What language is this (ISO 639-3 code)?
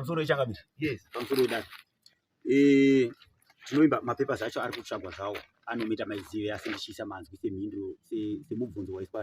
sna